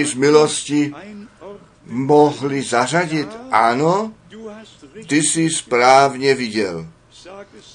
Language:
Czech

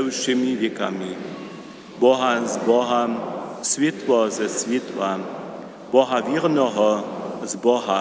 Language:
Upper Sorbian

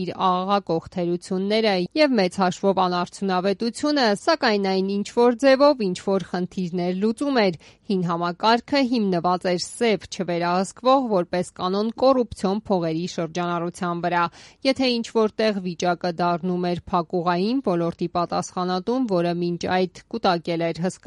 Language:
Armenian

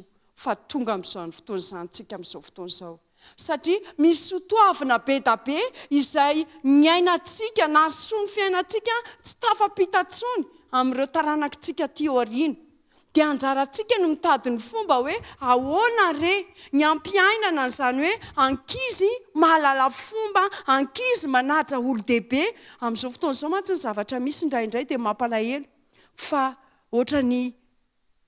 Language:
Malagasy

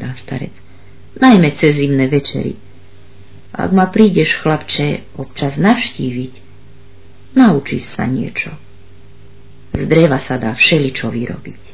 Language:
Slovak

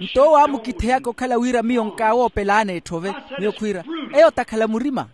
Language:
Makhuwa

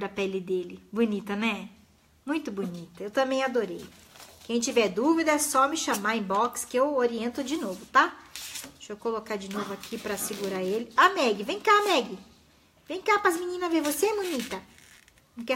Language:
Portuguese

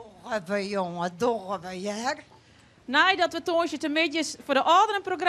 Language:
Western Frisian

